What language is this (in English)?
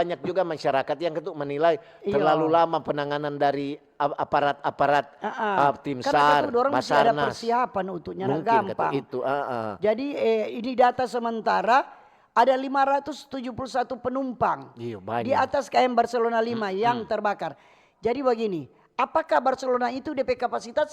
Manado Malay